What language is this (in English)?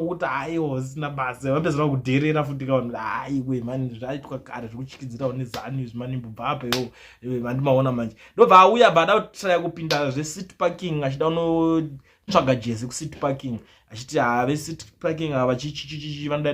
Shona